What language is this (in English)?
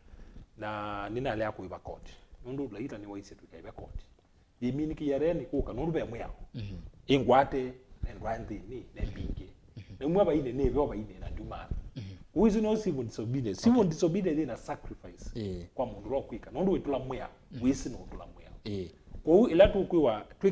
Kamba